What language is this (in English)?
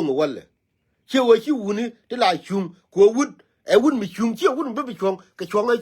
Nuer